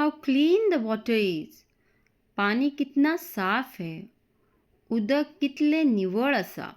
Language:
Konkani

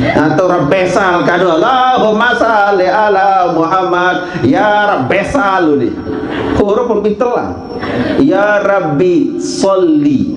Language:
Sasak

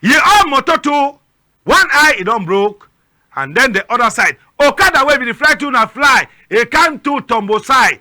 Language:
Cameroon Pidgin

